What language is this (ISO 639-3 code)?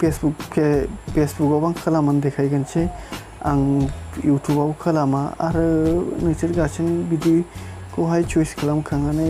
brx